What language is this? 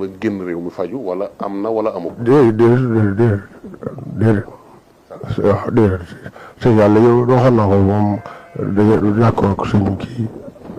Wolof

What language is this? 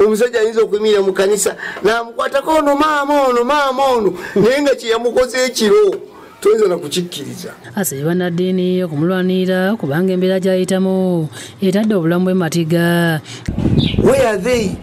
Ganda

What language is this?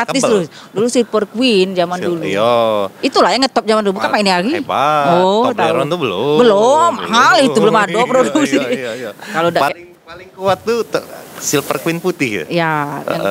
Musi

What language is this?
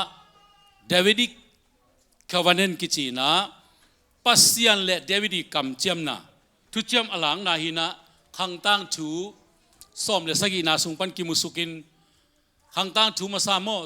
Tedim Chin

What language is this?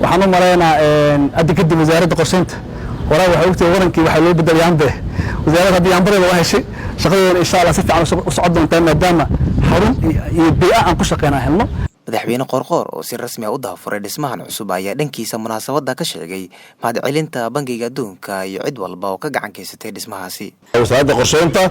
Somali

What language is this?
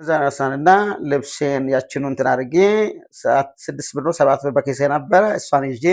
Amharic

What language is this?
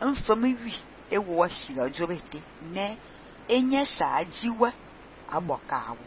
Fang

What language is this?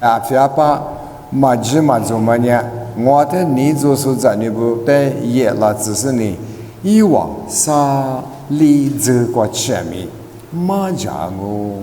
Lisu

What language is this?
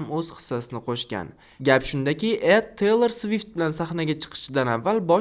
Uzbek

